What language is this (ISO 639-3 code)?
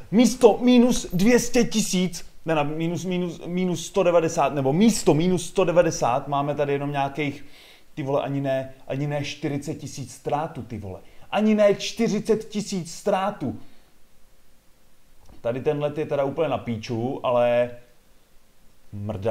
ces